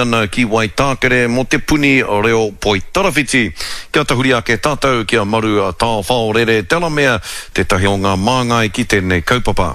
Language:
Māori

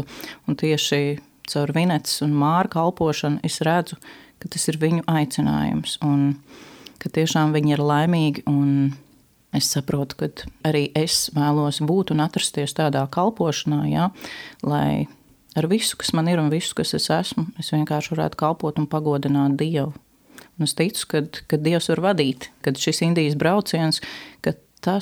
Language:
Latvian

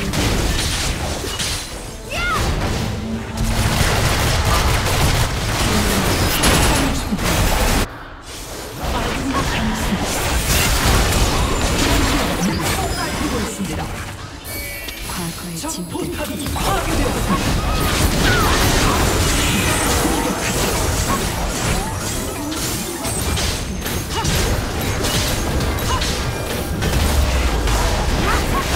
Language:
Korean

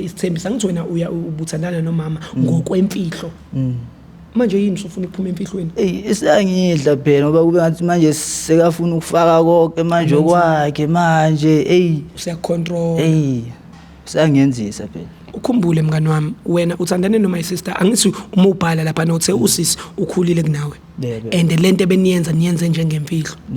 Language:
Zulu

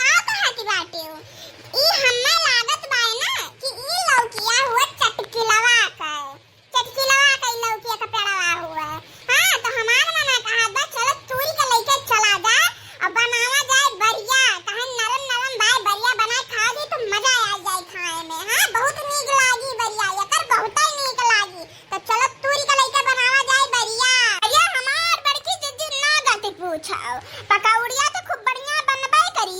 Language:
Awadhi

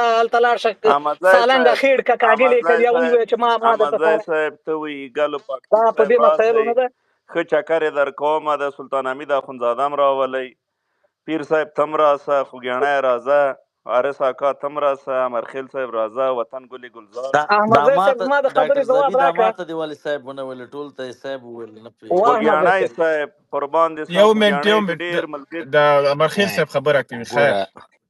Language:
Pashto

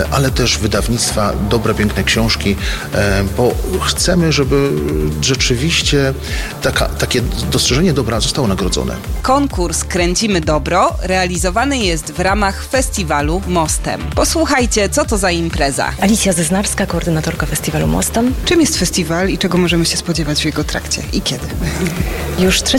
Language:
Polish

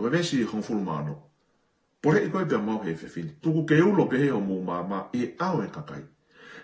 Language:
Tongan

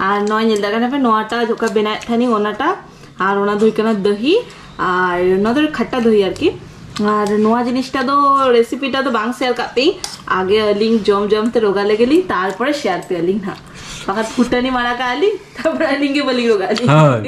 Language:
Santali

